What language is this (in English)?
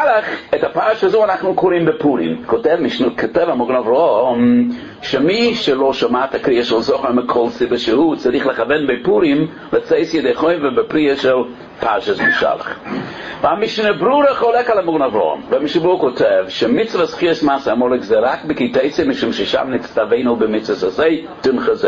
Hebrew